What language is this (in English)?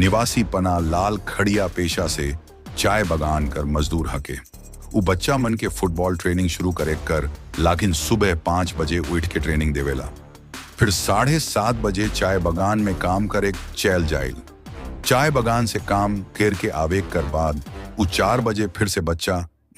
Sadri